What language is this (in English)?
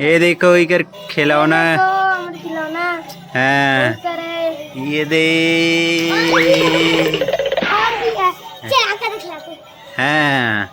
Chhattisgarhi